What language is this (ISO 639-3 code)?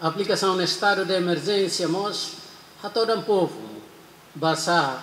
tet